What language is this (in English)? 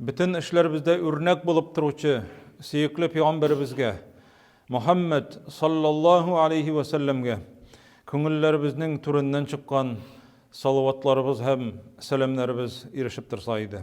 Tatar